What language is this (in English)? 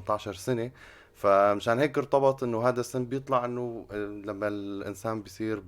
North Levantine Arabic